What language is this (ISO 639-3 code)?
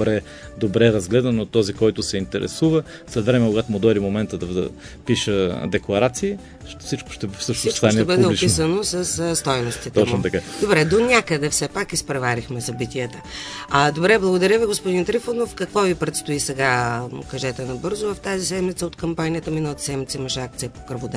bul